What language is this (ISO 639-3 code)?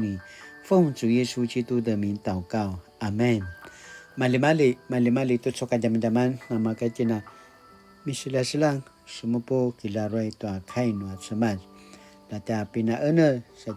pwn